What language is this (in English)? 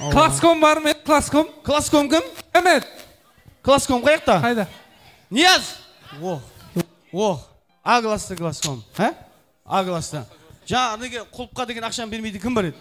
Kara-Kalpak